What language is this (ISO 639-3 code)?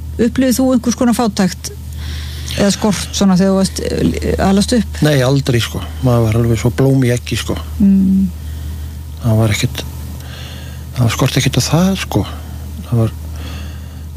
isl